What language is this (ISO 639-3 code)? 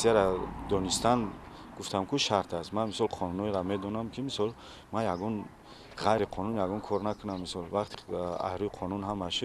tgk